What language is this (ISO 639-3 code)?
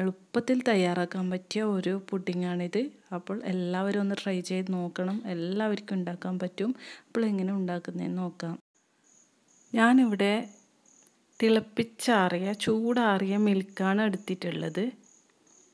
mal